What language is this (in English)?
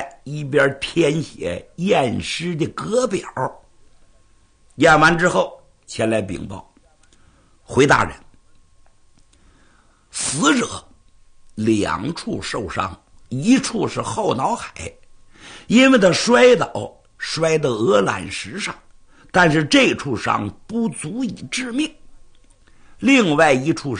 Chinese